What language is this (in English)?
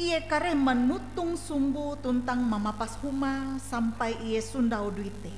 Ngaju